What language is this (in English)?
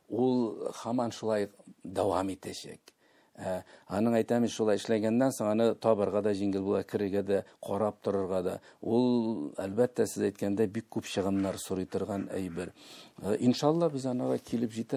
Tatar